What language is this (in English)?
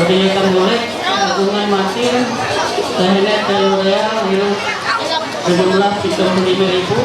Ma'anyan